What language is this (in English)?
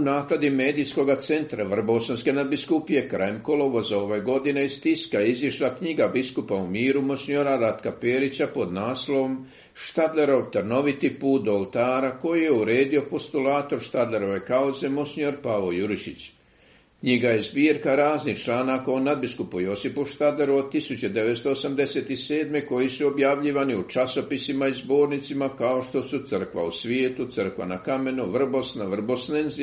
Croatian